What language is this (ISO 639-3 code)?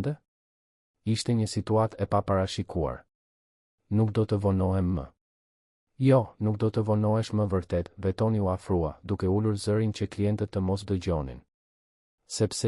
sqi